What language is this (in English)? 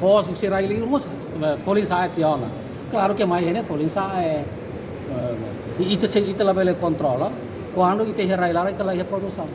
Tetum